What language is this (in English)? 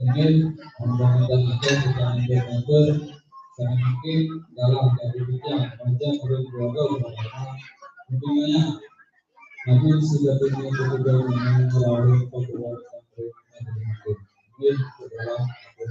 Balinese